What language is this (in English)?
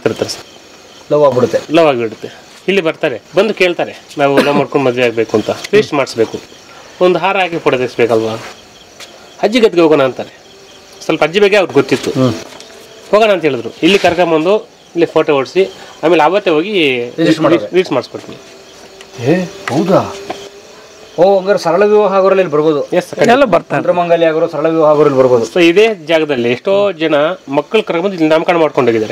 Kannada